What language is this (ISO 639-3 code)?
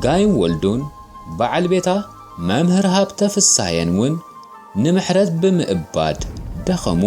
tir